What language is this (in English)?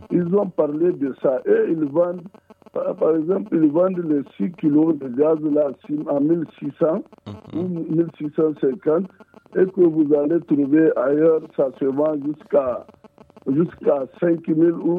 French